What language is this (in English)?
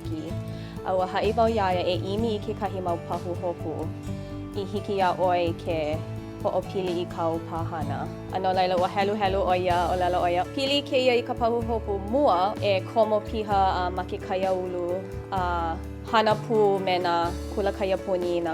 Hawaiian